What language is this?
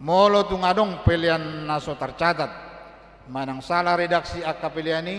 Batak Toba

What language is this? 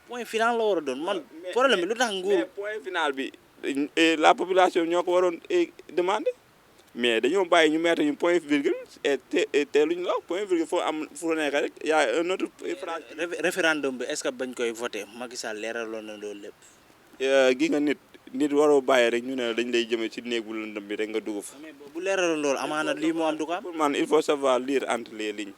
Wolof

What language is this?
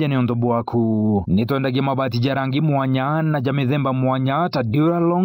Meru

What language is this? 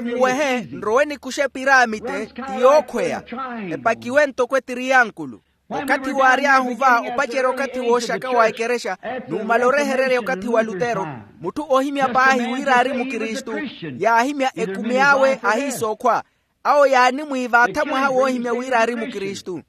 Makhuwa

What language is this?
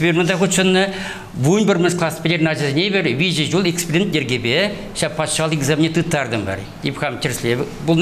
Chuvash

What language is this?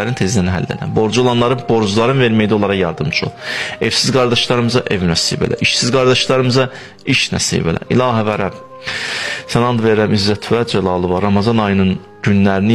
Azerbaijani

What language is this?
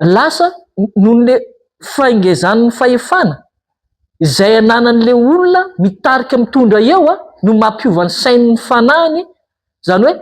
Malagasy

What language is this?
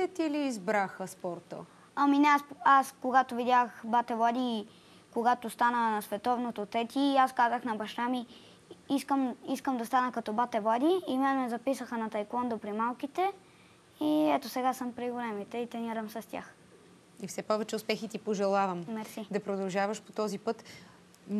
Bulgarian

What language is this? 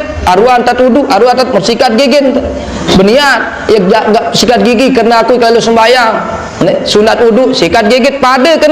Sasak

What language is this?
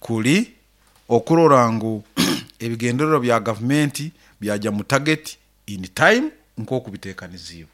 Nyoro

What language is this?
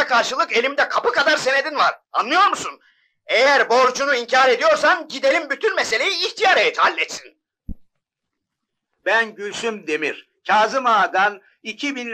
Turkish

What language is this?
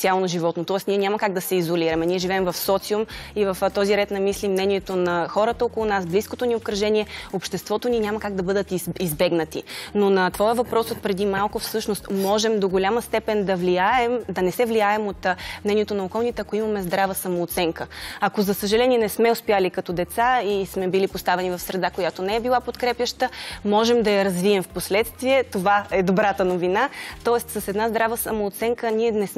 Bulgarian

